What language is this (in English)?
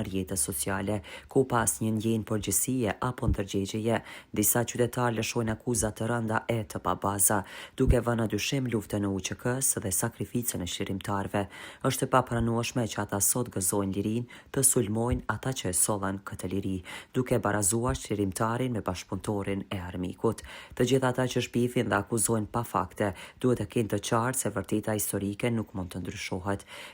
Albanian